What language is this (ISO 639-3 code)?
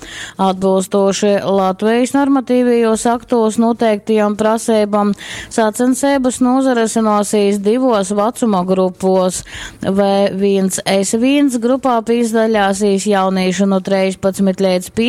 ltg